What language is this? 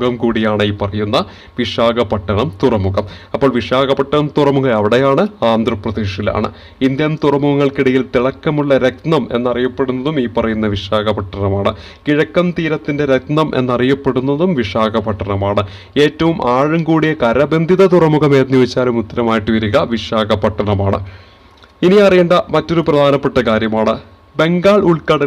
Malayalam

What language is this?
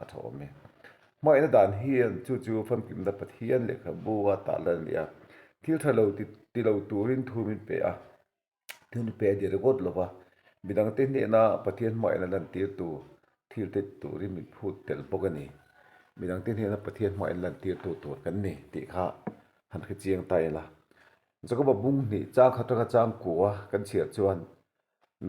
Mizo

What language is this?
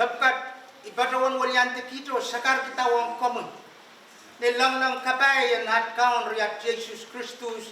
Pohnpeian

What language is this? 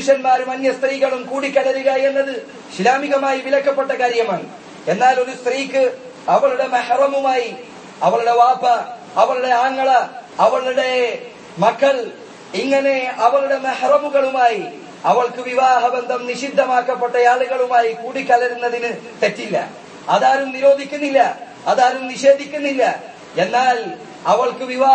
Malayalam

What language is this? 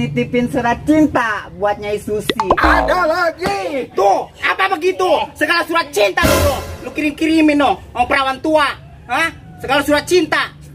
Betawi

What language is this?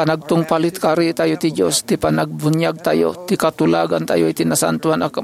Iloko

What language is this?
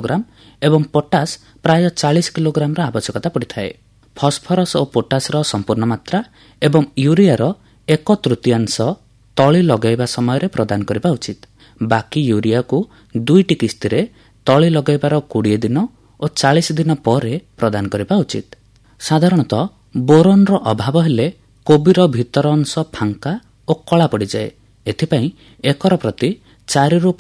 Odia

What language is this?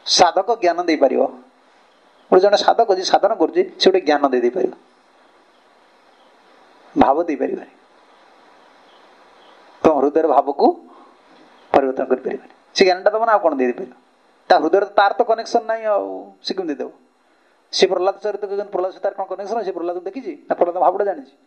Odia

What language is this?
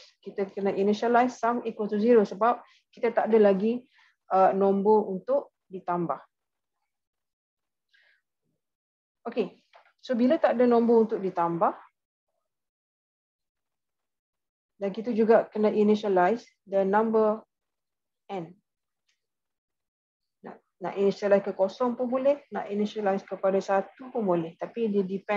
Malay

